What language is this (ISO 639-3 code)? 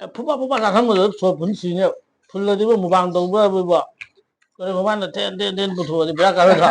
mni